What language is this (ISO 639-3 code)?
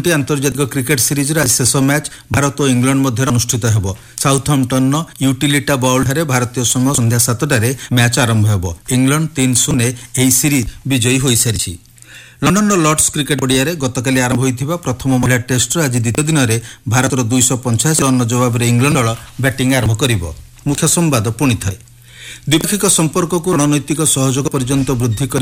ori